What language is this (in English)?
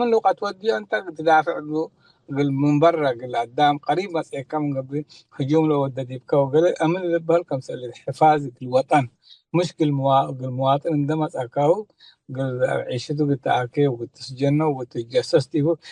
Tigre